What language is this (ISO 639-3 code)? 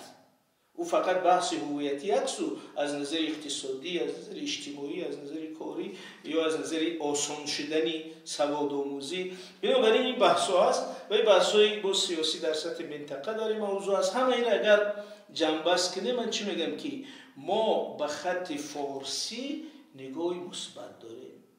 tgk